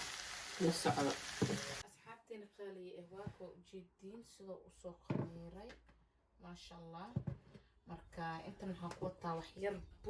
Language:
Somali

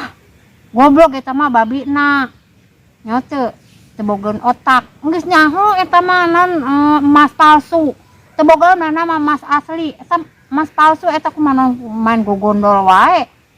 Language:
Sundanese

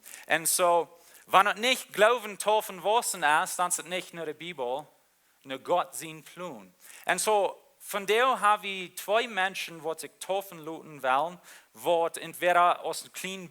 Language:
Plautdietsch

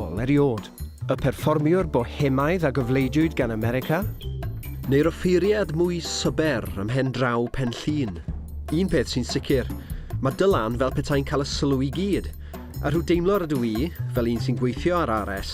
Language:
Welsh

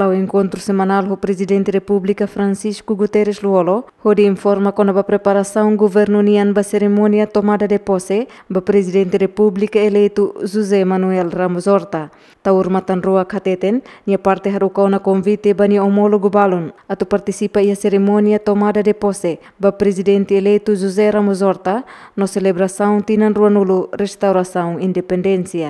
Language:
Tetum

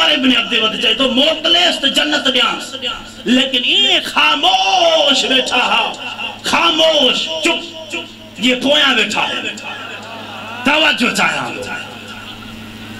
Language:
Saraiki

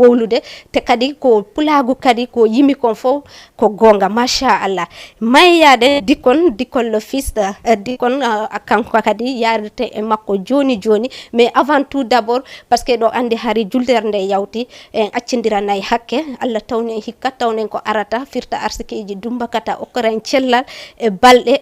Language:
Fula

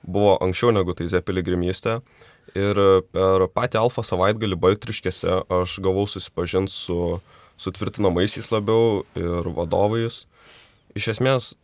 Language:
Lithuanian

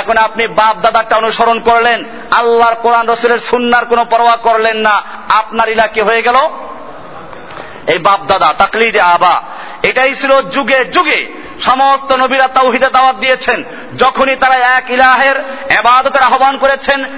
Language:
Bangla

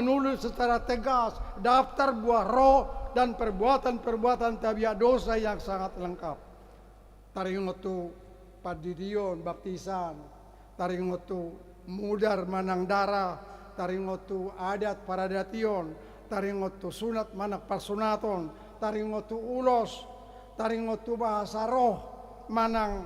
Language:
Batak Toba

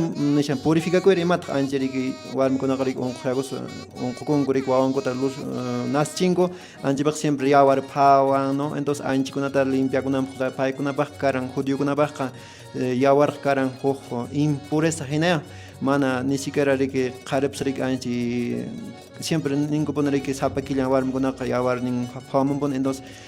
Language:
Quechua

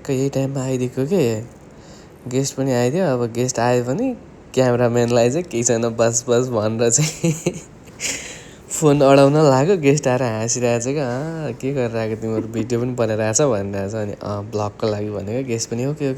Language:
Nepali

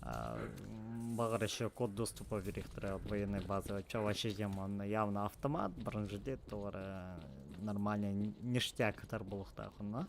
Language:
Yakut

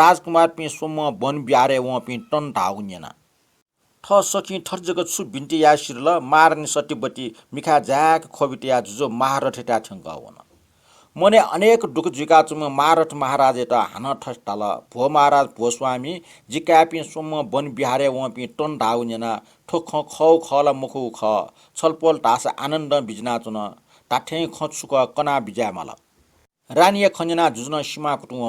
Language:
Newari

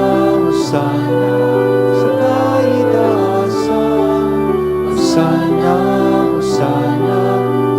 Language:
Bikol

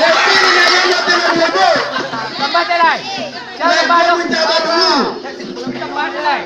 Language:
Minangkabau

